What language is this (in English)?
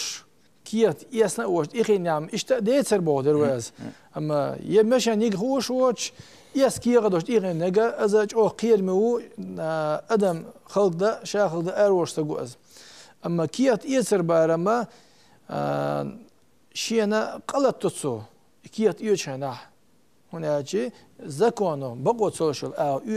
Chechen